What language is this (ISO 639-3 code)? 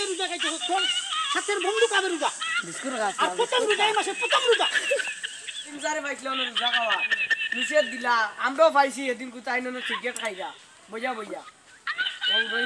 syl